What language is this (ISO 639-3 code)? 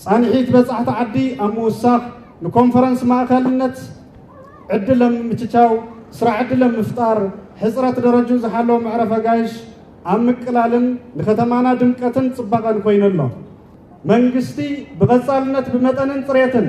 tir